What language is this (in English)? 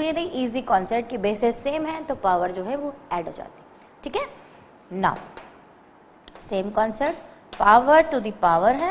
Hindi